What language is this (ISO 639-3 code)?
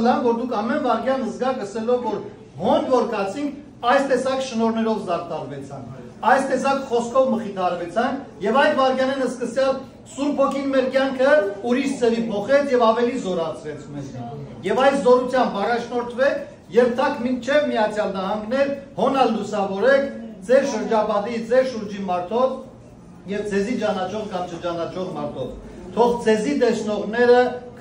hyw